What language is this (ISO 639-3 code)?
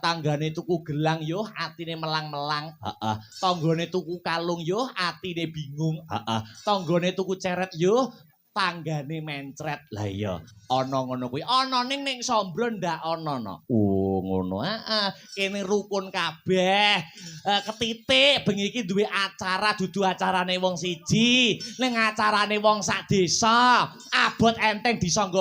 jav